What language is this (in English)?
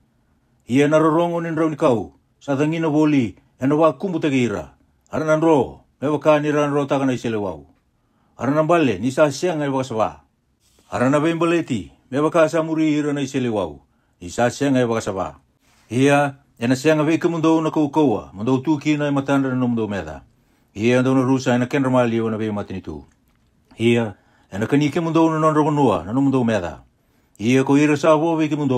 Fijian